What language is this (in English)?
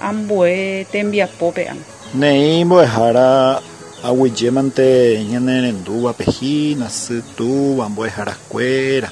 Guarani